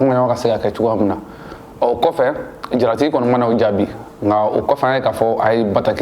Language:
Bambara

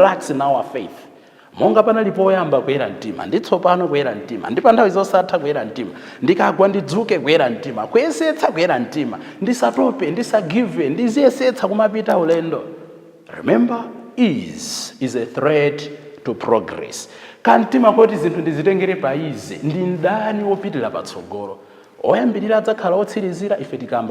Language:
Nyanja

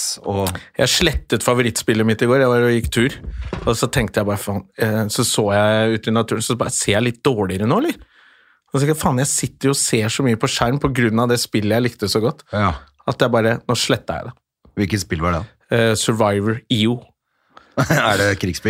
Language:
Norwegian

